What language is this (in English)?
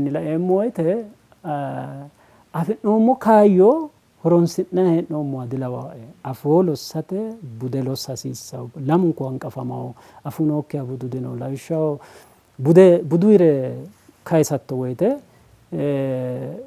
Sidamo